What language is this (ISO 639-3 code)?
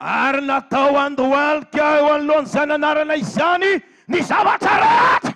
mlg